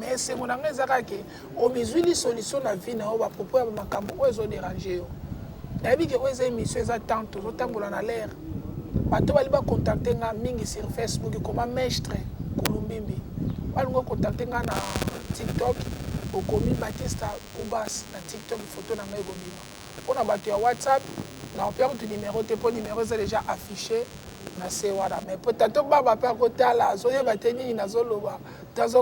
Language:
Lingala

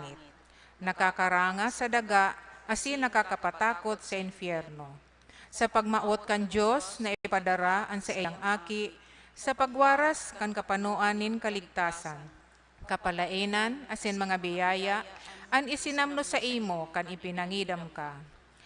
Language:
Bikol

